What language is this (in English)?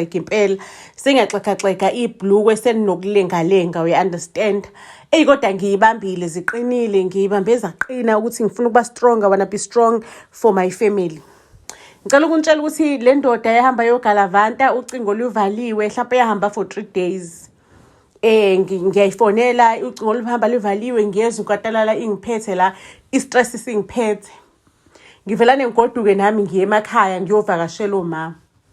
Zulu